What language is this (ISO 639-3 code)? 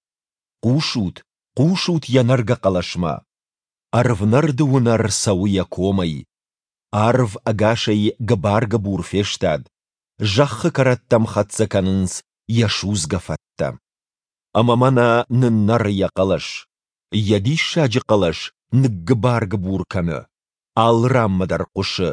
oss